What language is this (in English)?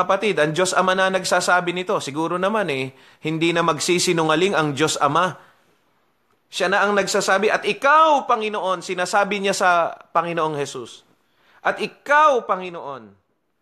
Filipino